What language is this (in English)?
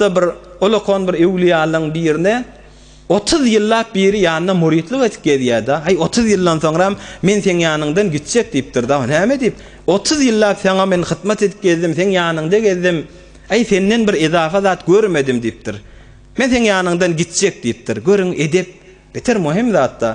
Turkmen